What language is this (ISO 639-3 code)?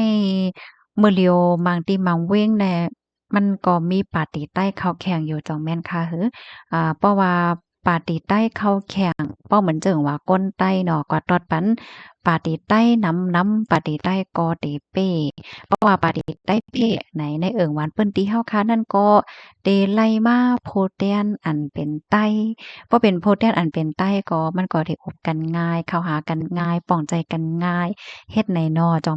shn